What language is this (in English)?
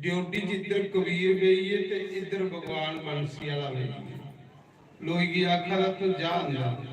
Dogri